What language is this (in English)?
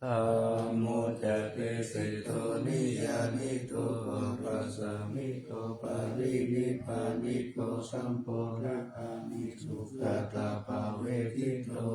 Pali